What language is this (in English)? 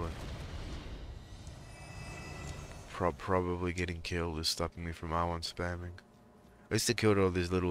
English